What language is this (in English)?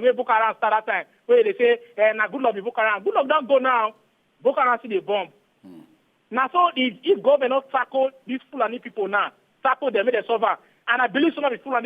Nigerian Pidgin